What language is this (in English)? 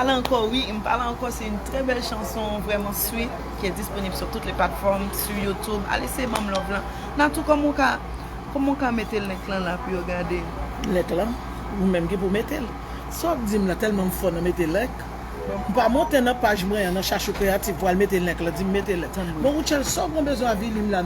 Haitian Creole